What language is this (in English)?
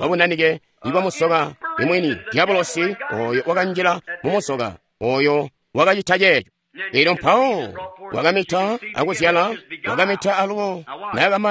Tonga (Zambia)